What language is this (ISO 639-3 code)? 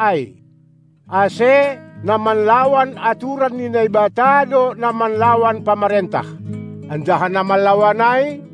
bts